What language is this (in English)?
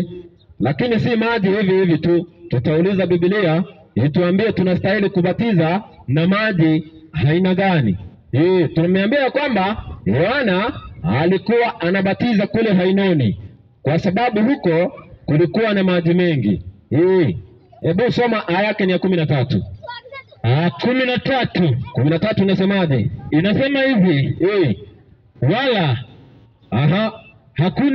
Swahili